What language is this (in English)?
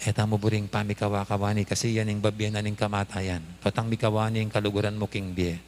Pampanga